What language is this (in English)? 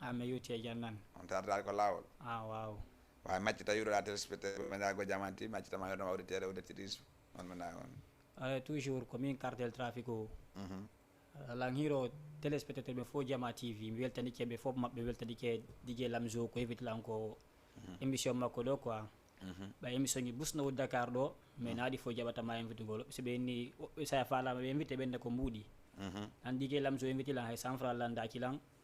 Fula